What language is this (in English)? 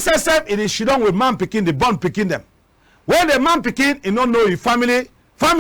Cameroon Pidgin